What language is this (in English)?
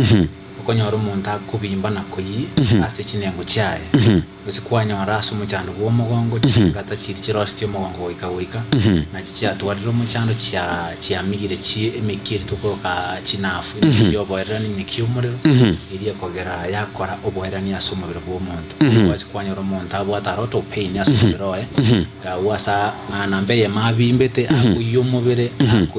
Gusii